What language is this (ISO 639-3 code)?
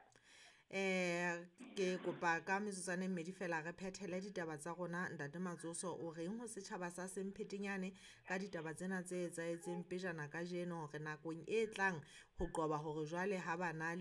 sot